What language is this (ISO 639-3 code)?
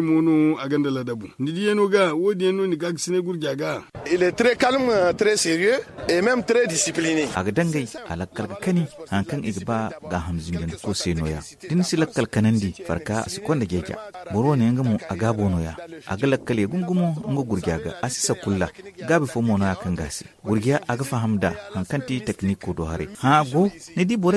dje